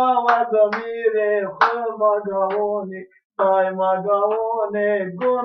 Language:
Zaza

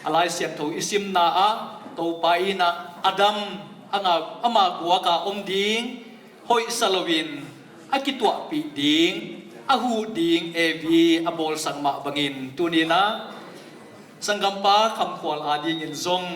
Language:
Tedim Chin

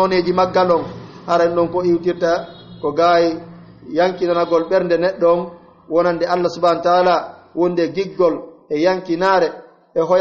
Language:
Pular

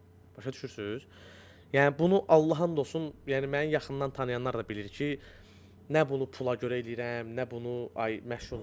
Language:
Azerbaijani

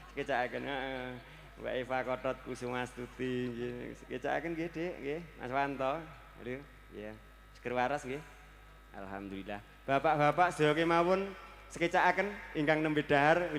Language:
Javanese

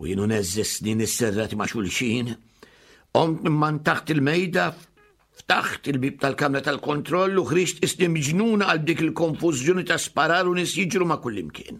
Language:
Maltese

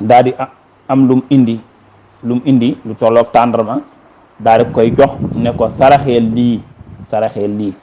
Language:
Wolof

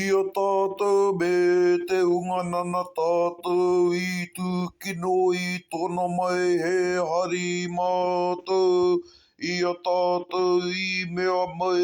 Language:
Māori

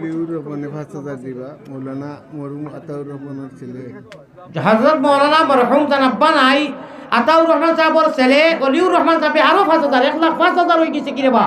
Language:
Sylheti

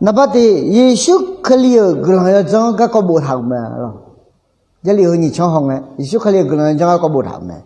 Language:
Akha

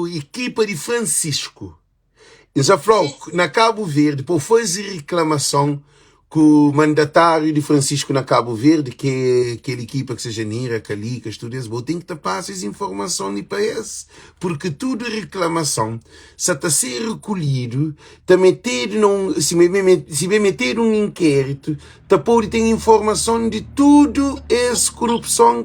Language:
Kabuverdianu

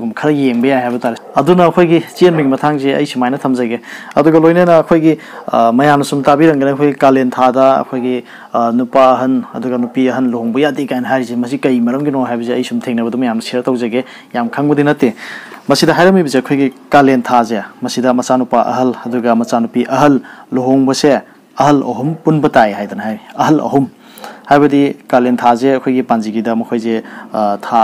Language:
Manipuri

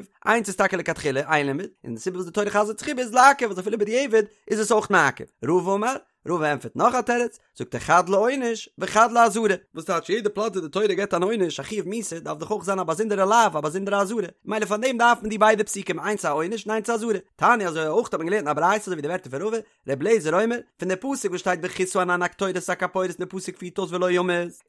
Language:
Yiddish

